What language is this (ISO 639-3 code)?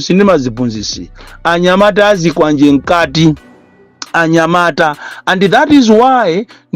nya